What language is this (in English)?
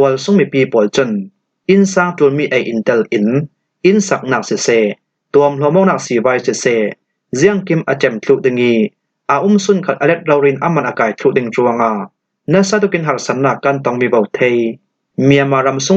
Falam Chin